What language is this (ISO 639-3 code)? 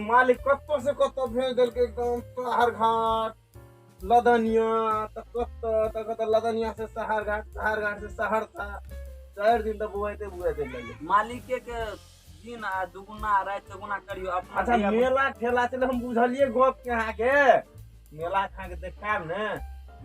mai